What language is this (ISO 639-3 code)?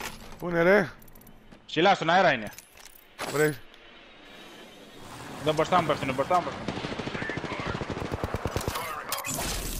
ell